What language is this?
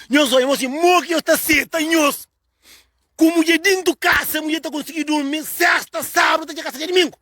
Kabuverdianu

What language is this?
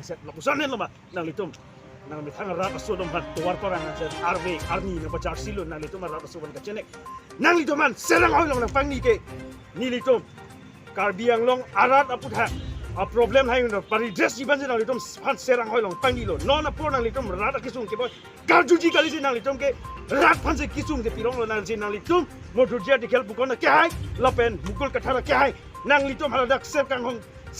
Karbi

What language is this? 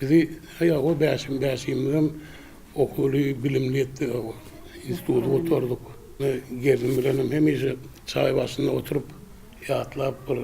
Turkmen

